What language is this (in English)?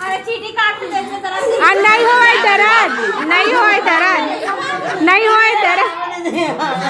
Chhattisgarhi